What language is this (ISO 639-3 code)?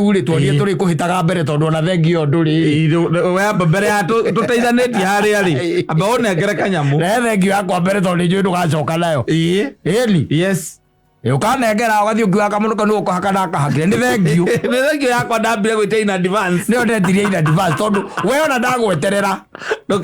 kik